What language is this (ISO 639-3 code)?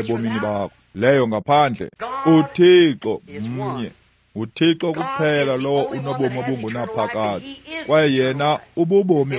xho